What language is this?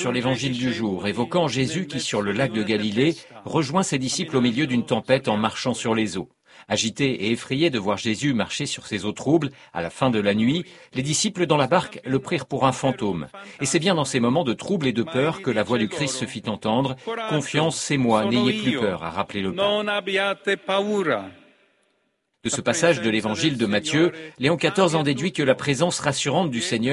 French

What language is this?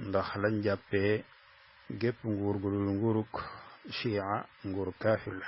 Wolof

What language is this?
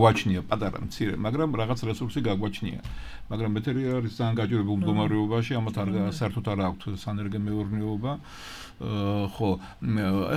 Georgian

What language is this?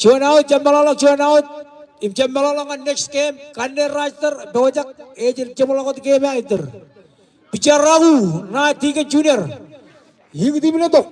Marshallese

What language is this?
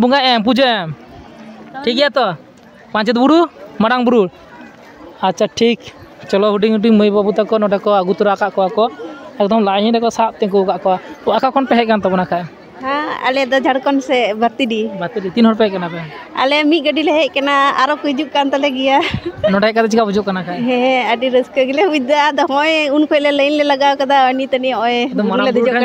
Santali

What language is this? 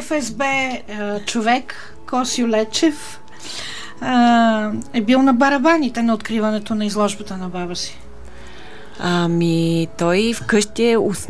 Bulgarian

